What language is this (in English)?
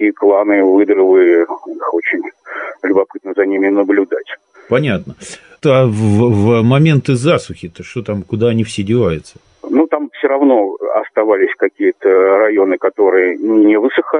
Russian